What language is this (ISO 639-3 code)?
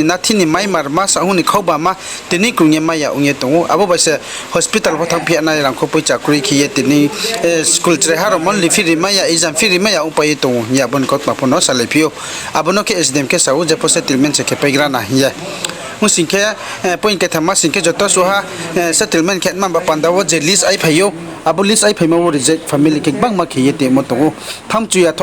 ria